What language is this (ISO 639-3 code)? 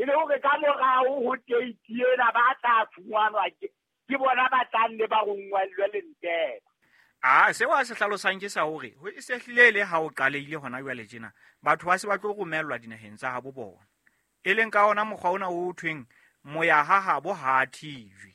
sot